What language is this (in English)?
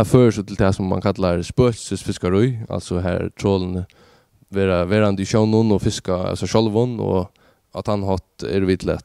Faroese